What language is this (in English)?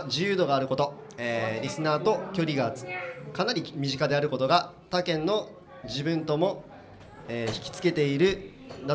Japanese